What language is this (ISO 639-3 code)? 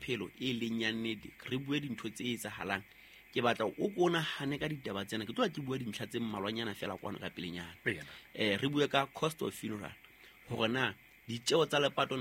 sot